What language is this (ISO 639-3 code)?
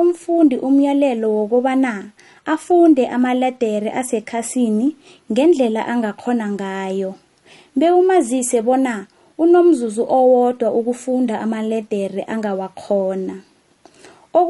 nbl